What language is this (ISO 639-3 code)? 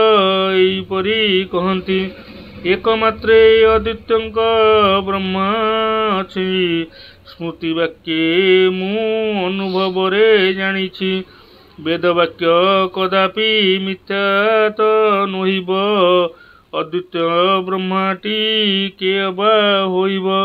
ori